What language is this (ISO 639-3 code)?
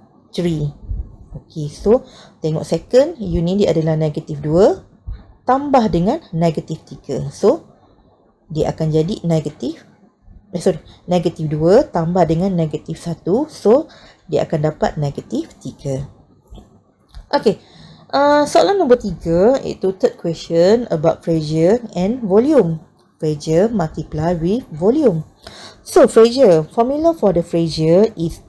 msa